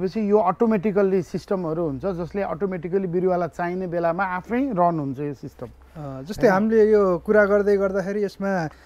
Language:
Nepali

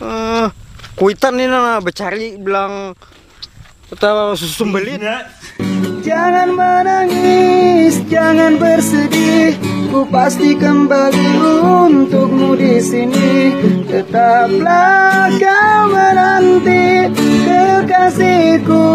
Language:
Banjar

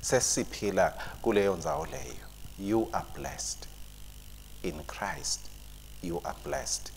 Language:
Swati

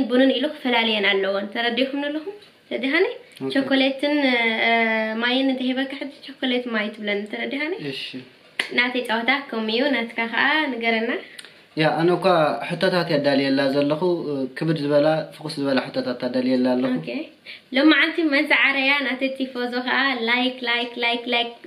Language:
Tigrinya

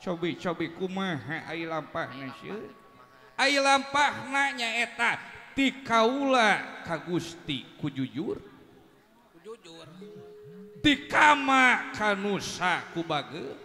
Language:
Sundanese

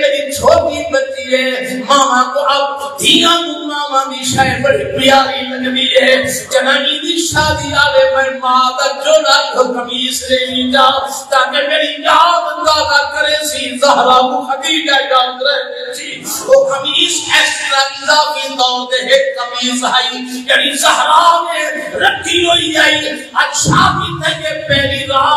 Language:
Saraiki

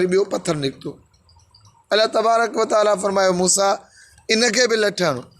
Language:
Sindhi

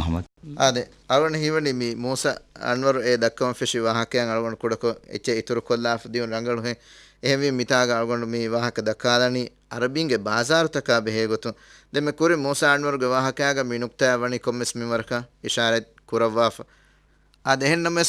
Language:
Divehi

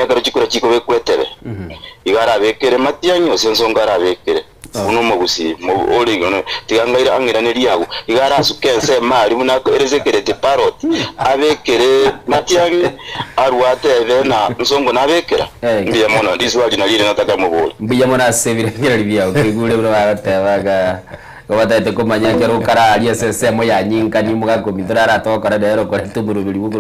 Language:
Gusii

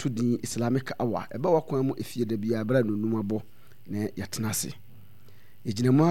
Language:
Akan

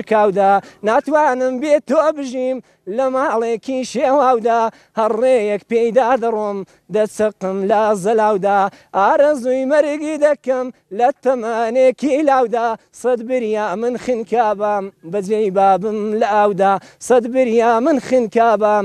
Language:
Central Kurdish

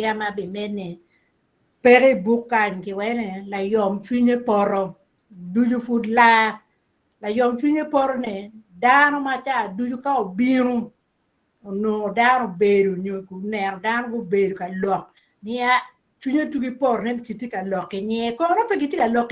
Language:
Acoli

